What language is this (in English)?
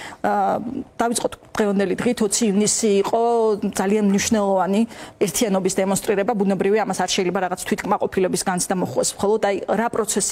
Georgian